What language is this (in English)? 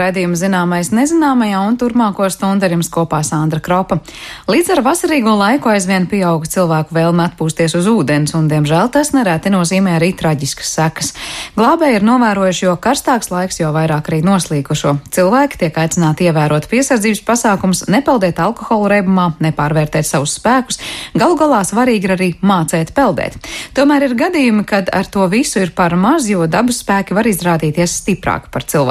Latvian